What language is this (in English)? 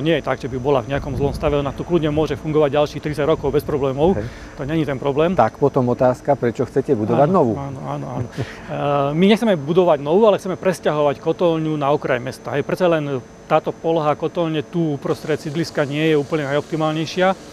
Slovak